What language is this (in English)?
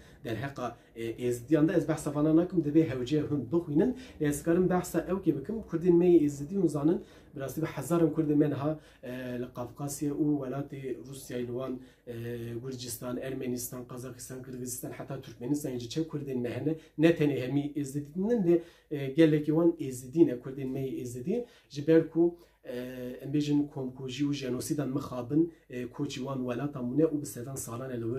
Kurdish